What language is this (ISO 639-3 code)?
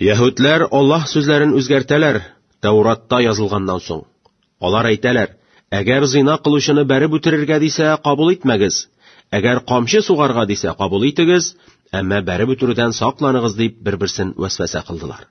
tat